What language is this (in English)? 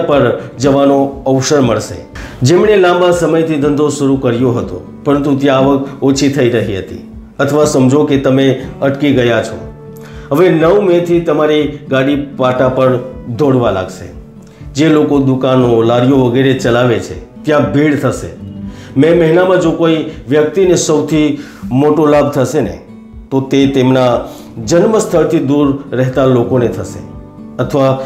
Gujarati